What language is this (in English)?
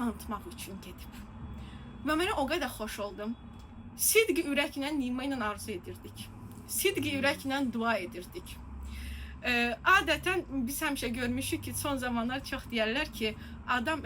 Azerbaijani